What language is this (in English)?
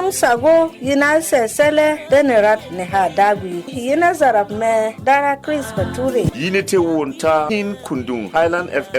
Berom